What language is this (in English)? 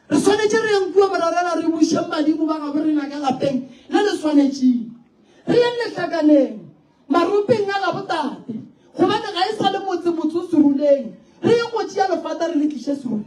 Northern Sotho